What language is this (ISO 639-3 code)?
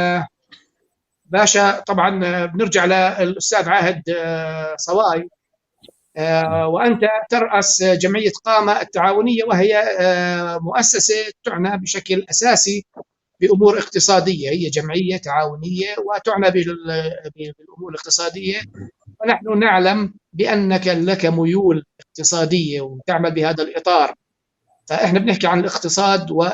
apc